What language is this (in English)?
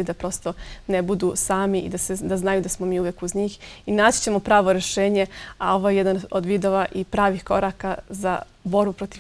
Bosnian